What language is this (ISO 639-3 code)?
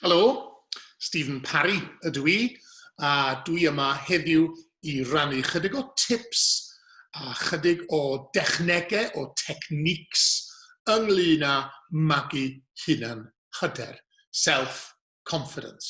cym